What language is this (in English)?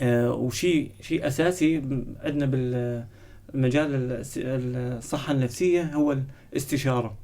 North Levantine Arabic